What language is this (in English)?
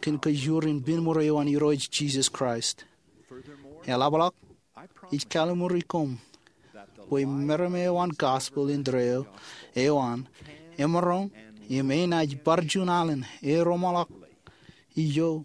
Marshallese